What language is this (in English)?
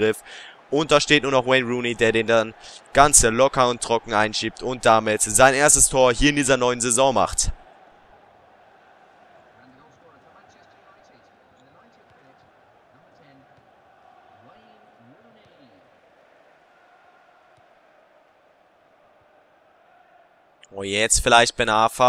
German